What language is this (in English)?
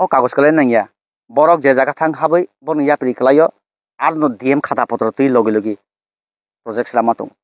Kok Borok